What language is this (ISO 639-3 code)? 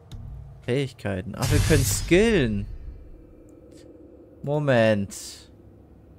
deu